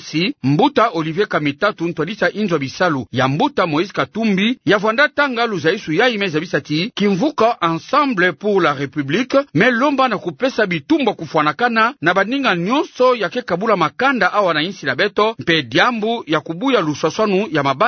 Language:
Kituba (Democratic Republic of Congo)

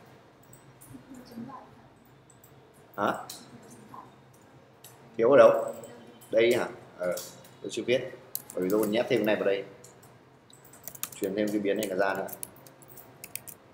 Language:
Vietnamese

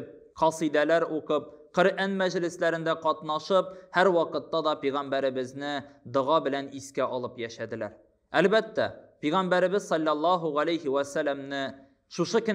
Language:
Tatar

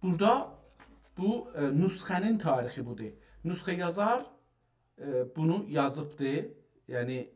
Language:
South Azerbaijani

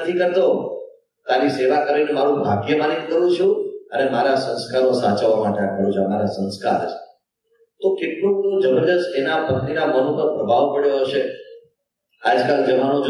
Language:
Gujarati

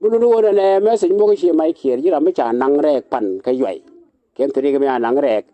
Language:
Nuer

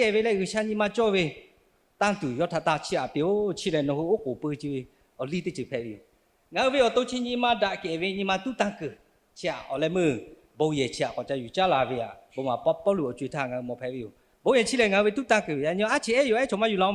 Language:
Lahu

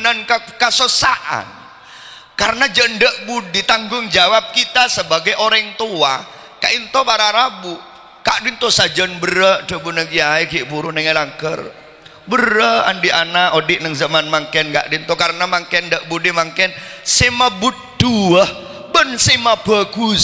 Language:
Madurese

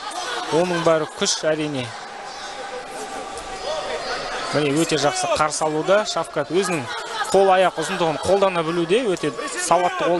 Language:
Kazakh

